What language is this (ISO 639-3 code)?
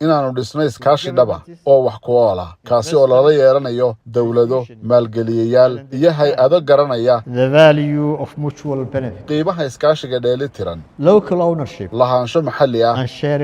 som